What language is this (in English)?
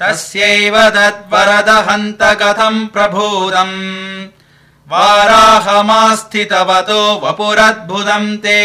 Sanskrit